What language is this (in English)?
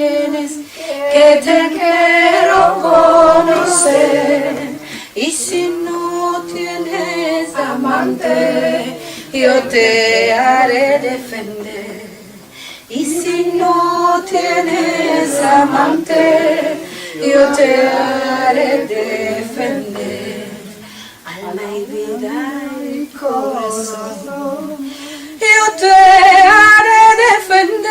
Ladino